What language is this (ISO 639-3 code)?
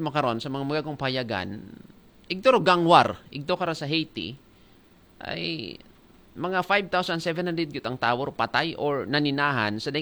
akl